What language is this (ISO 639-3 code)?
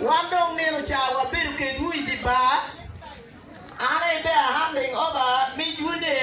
ach